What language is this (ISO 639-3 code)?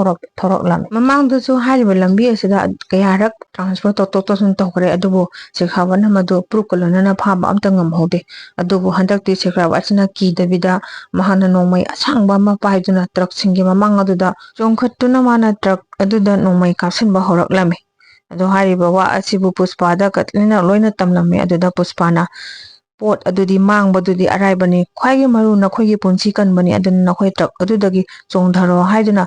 mni